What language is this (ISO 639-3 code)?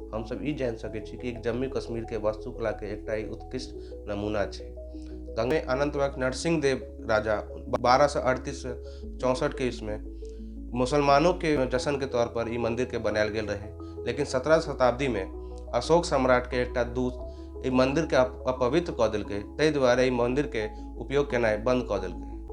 mai